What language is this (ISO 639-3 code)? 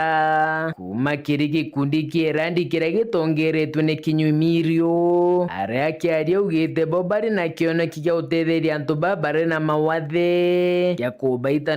mer